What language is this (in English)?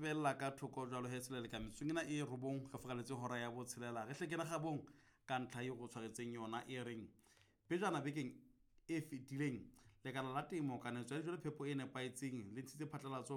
Southern Sotho